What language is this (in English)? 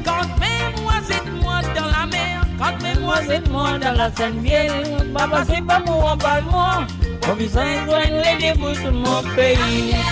Morisyen